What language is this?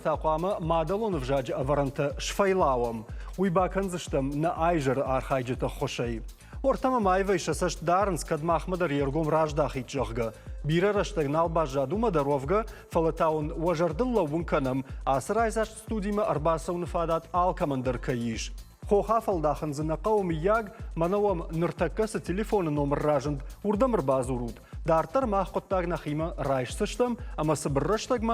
Ossetic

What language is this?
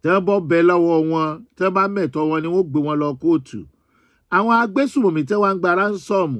Yoruba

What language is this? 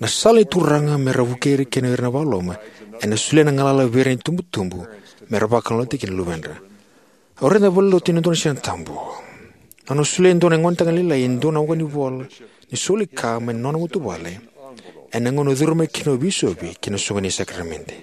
Fijian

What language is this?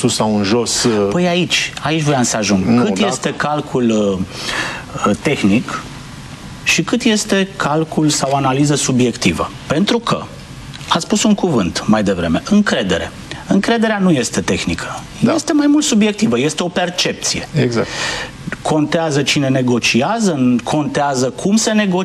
Romanian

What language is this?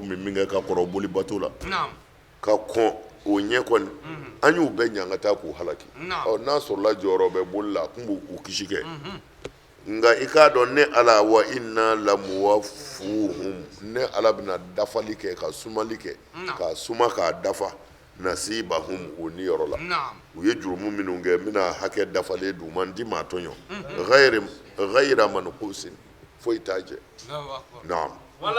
Bambara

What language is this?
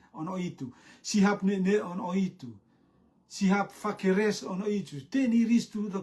Rotuman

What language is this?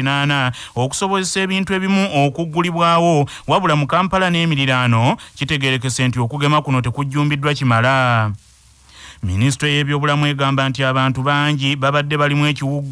Ganda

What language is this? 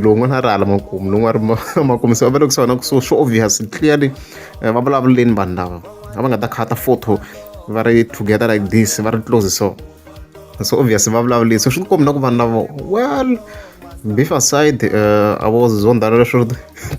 Tsonga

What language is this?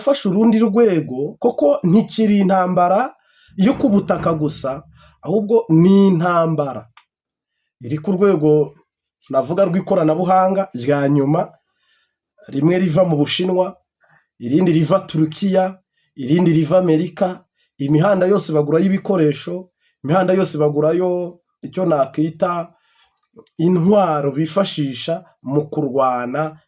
Kinyarwanda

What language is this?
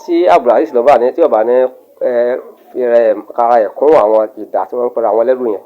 Yoruba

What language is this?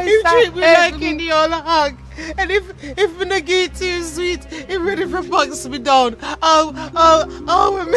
Jamaican Creole English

